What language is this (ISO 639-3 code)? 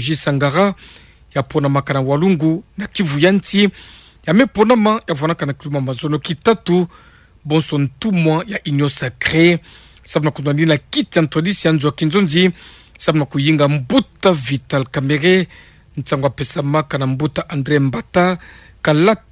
ktu